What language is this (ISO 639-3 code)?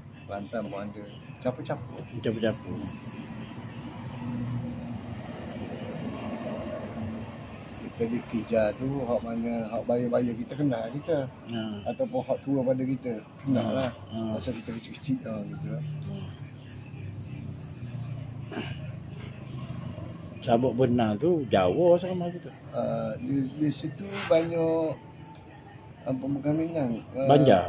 msa